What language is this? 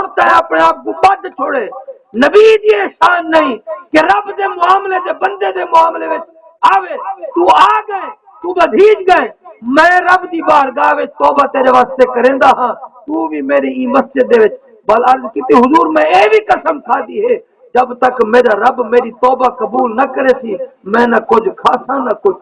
Saraiki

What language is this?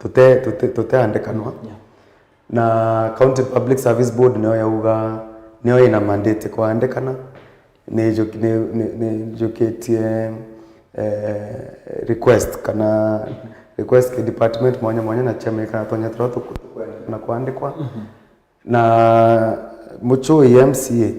Meru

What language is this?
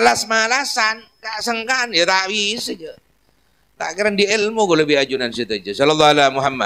Madurese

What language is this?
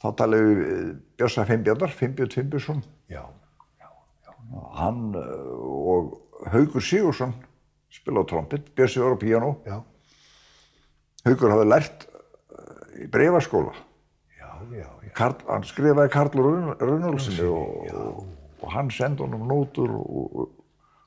Icelandic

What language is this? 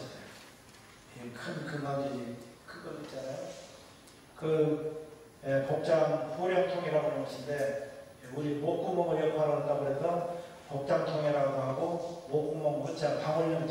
Korean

